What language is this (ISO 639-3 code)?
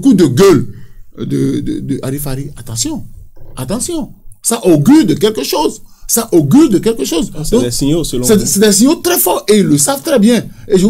fra